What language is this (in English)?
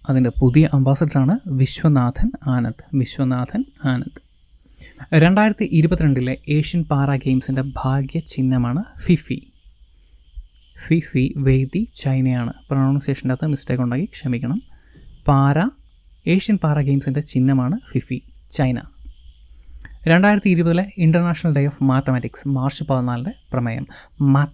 Malayalam